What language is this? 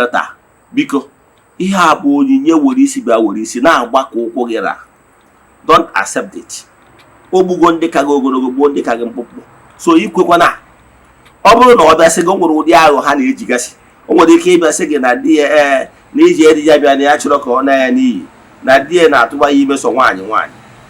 Igbo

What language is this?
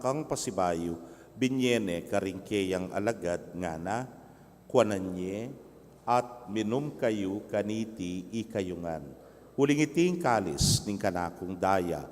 Pampanga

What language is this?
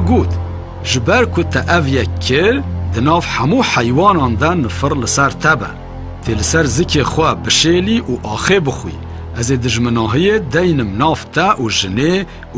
Kurdish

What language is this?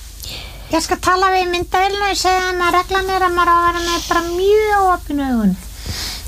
Icelandic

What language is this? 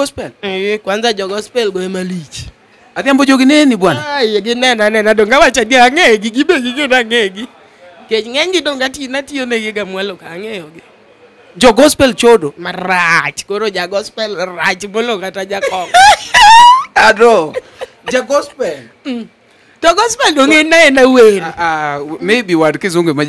Luo (Kenya and Tanzania)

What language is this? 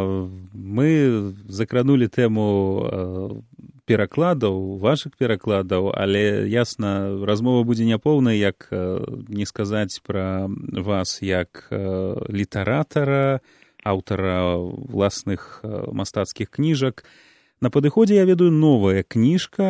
Belarusian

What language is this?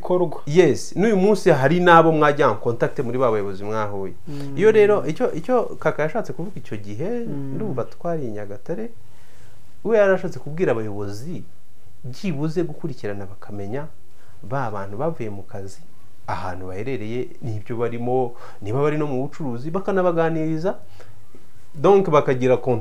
Kinyarwanda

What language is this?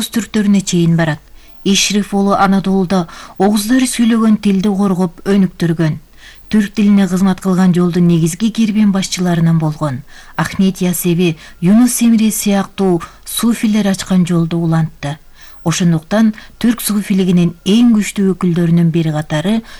Kyrgyz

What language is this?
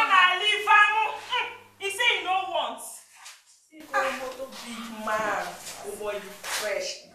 Nigerian Pidgin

